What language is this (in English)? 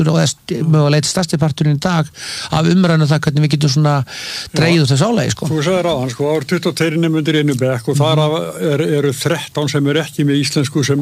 Icelandic